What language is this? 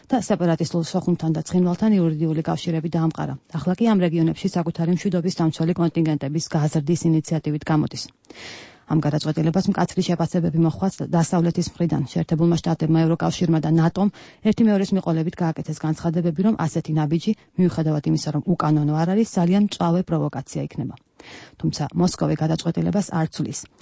Georgian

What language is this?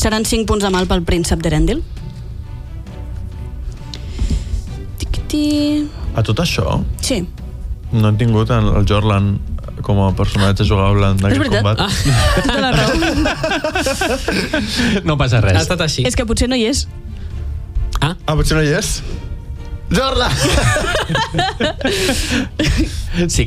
Catalan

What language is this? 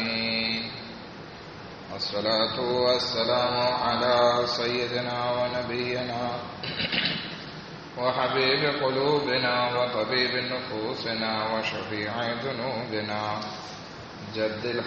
Gujarati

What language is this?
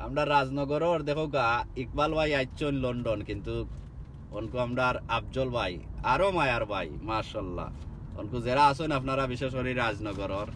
Sylheti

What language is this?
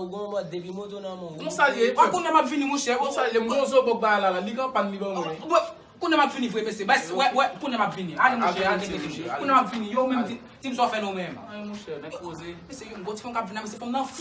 Haitian Creole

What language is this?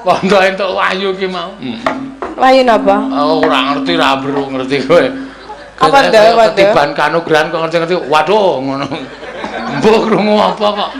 Javanese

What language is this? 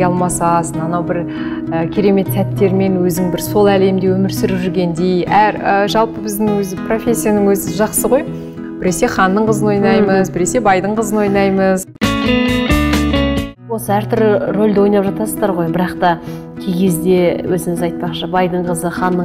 Kazakh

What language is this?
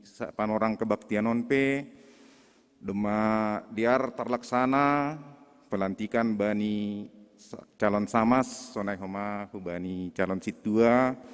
Batak Simalungun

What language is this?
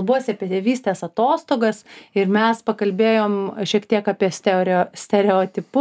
Lithuanian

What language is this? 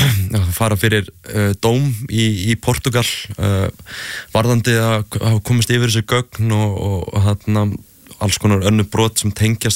Icelandic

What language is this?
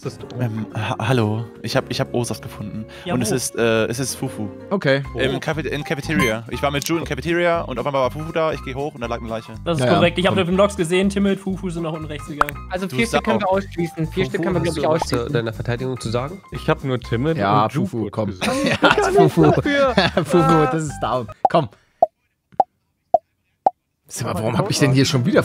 German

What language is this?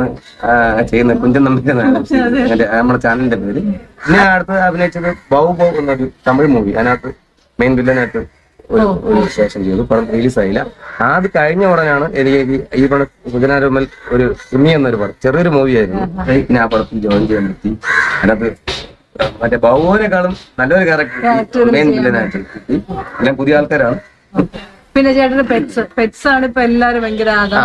Malayalam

